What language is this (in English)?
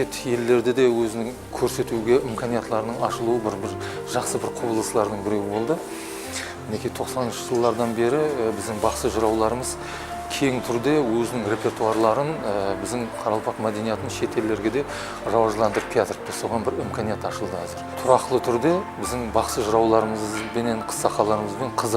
Kara-Kalpak